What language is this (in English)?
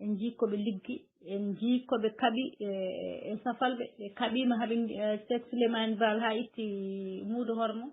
Fula